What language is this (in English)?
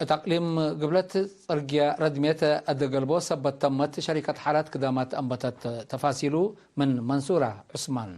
Tigre